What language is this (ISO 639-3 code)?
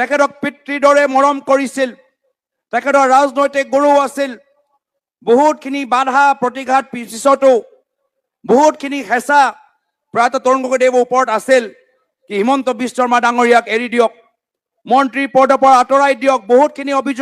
asm